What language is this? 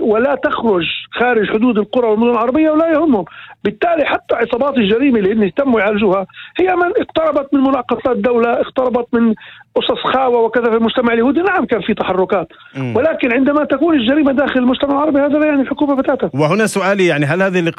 North Levantine Arabic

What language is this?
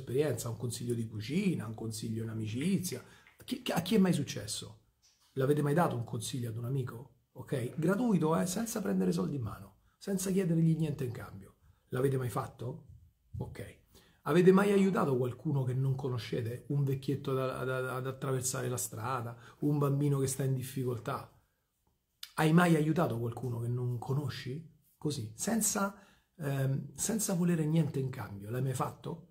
Italian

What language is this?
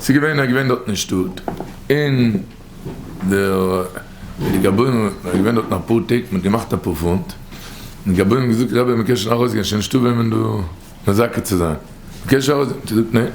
Yiddish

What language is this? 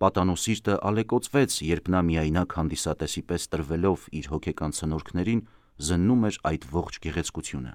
Armenian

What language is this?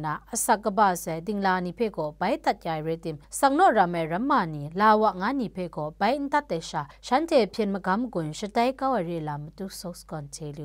Kachin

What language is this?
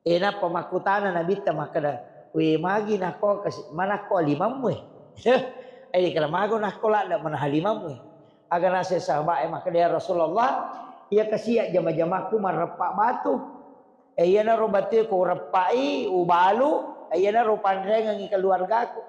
Buginese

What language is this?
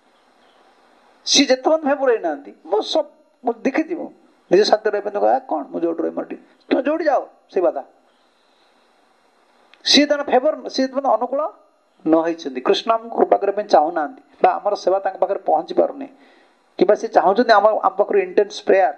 Odia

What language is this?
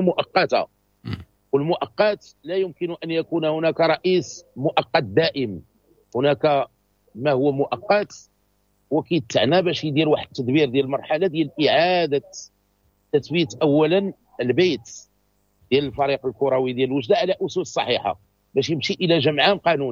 Moroccan Arabic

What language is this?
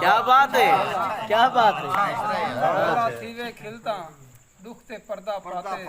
Saraiki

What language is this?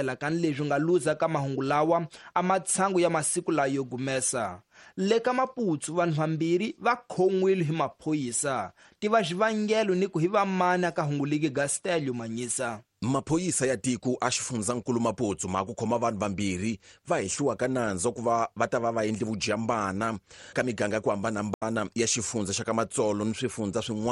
Tsonga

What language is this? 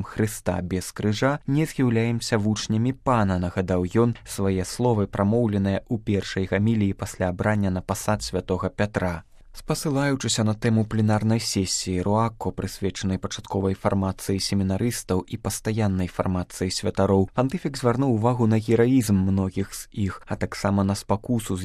Belarusian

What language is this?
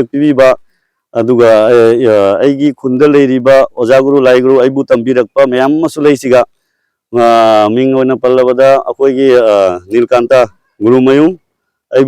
Manipuri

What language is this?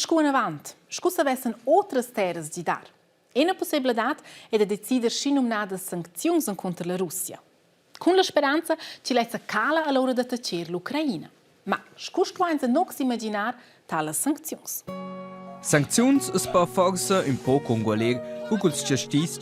Romansh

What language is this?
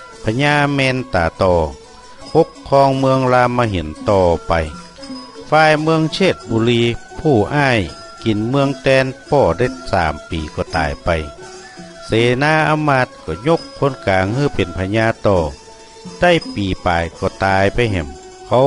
Northern Thai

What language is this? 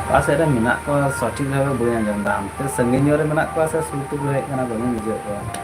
Santali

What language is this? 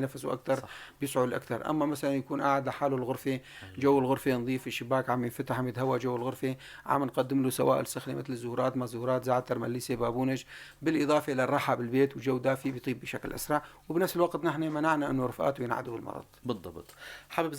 North Levantine Arabic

